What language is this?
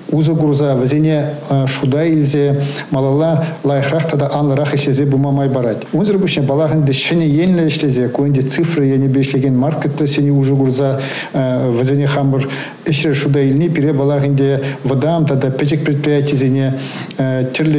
Chuvash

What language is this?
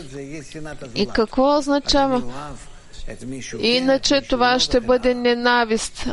Bulgarian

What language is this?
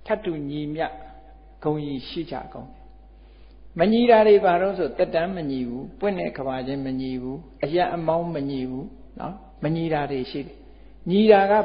Burmese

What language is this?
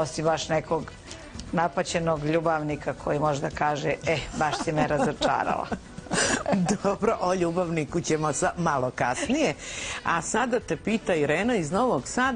Serbian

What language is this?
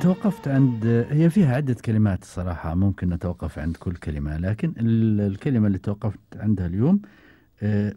Gulf Arabic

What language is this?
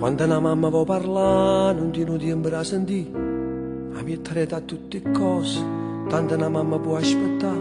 Neapolitan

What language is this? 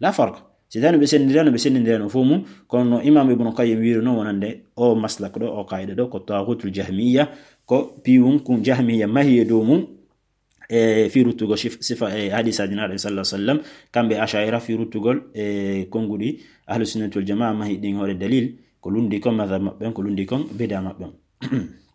Fula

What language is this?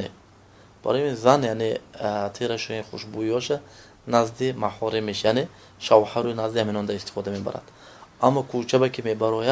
Tajik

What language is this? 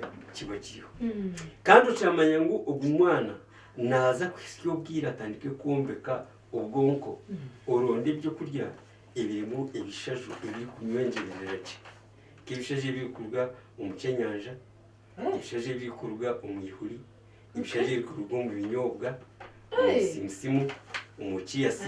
Nyankole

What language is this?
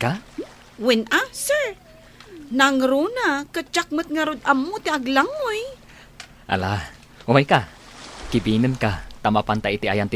Iloko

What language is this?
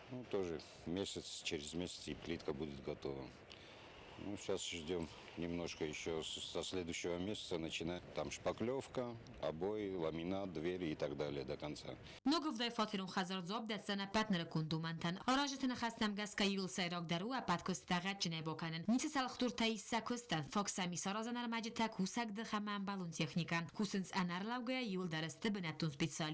Ossetic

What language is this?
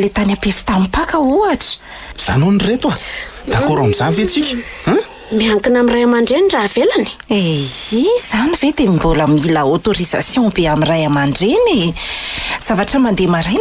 Malagasy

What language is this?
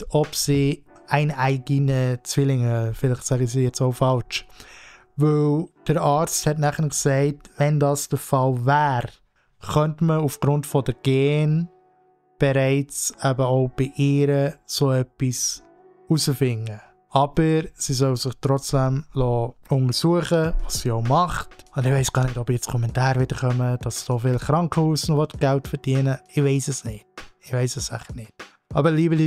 Swiss German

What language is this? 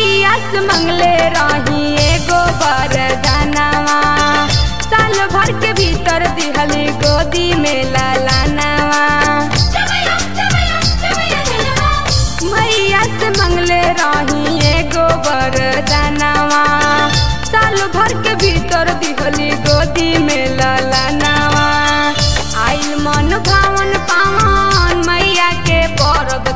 Bhojpuri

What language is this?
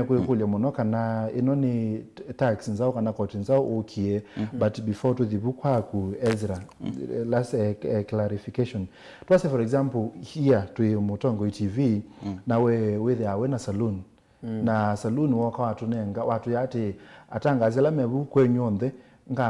Kamba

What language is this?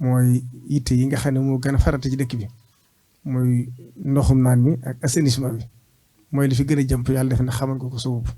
Wolof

